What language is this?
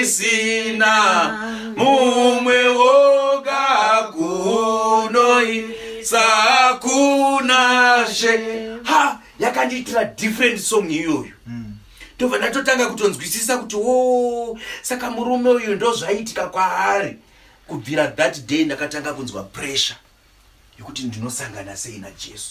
Shona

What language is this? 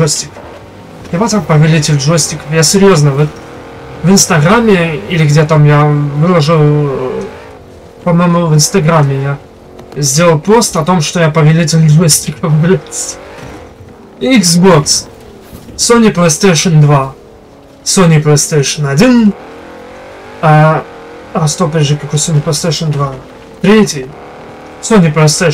Russian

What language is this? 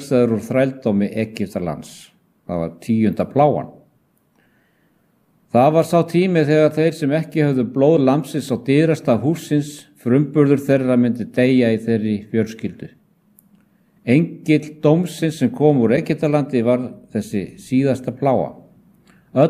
Icelandic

